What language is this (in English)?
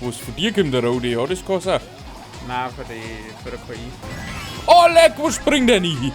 Bavarian